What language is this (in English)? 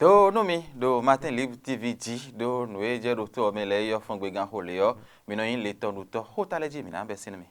Fon